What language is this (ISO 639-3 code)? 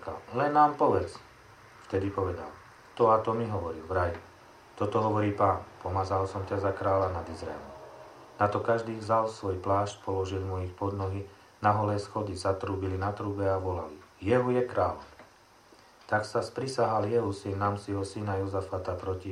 slk